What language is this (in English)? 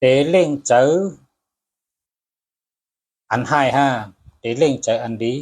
Shan